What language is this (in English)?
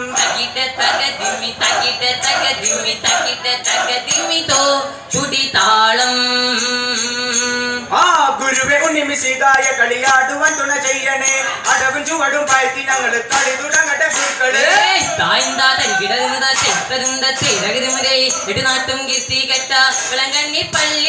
Malayalam